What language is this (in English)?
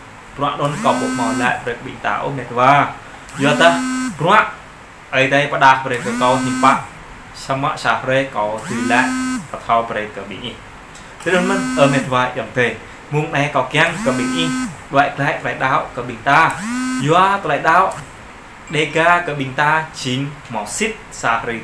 Jarai